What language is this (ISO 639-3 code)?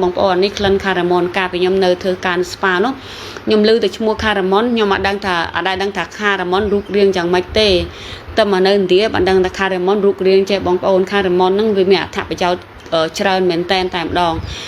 khm